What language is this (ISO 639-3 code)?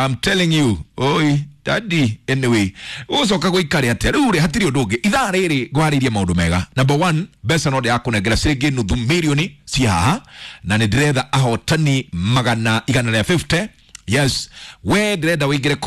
kik